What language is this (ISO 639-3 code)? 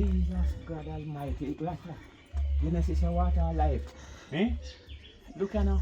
jam